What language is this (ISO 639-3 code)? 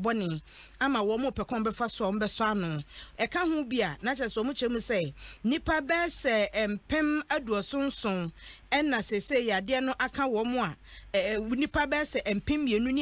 aka